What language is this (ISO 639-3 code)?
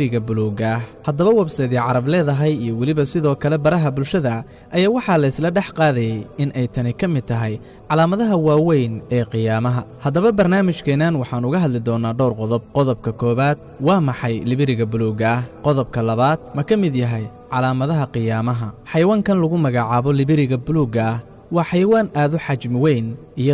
som